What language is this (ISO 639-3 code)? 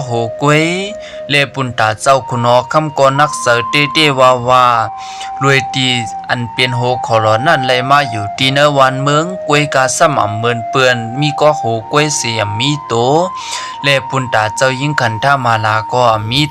shn